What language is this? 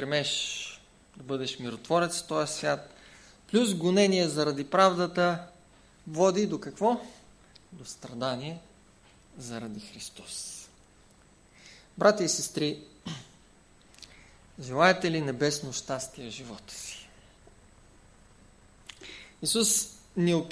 Bulgarian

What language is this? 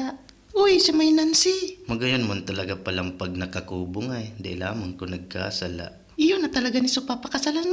Bikol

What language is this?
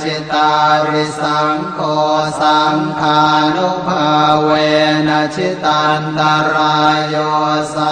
Pali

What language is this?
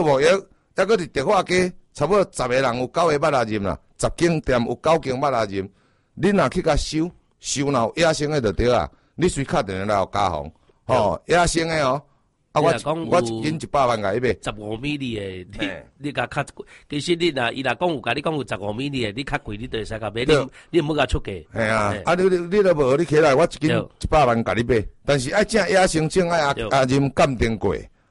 Min Nan Chinese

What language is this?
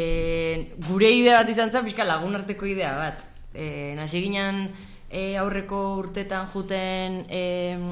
Basque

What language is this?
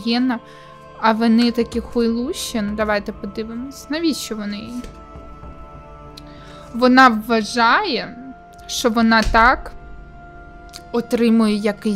Ukrainian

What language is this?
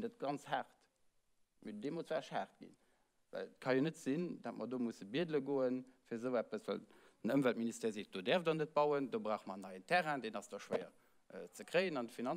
Luxembourgish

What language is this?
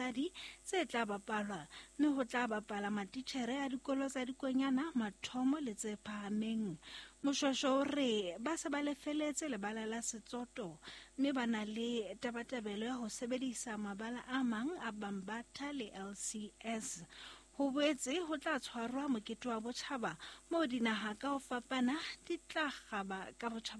Southern Sotho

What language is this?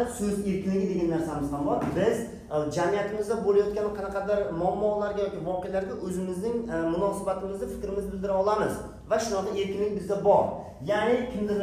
Uzbek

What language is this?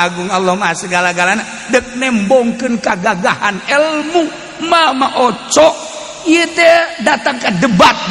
Sundanese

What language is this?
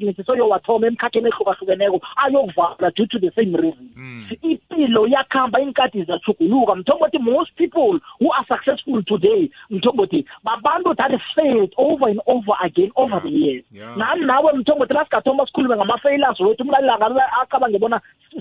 South Ndebele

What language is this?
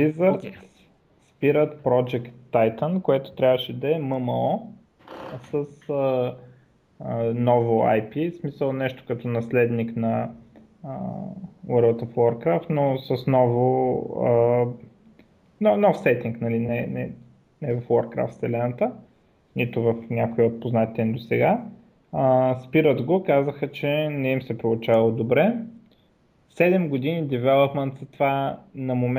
Bulgarian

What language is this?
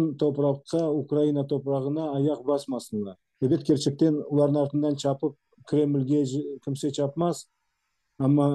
Crimean Tatar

